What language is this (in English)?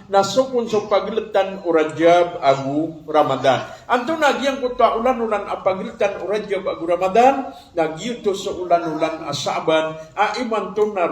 Maranao